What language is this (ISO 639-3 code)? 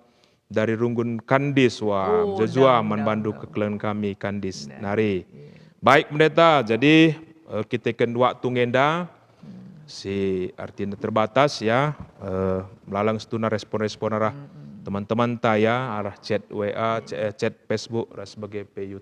btx